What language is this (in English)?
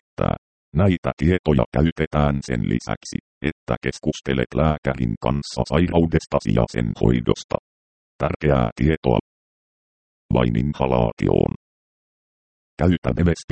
Finnish